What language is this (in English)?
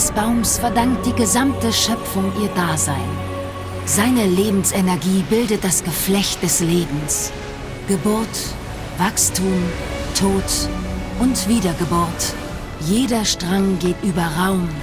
Bavarian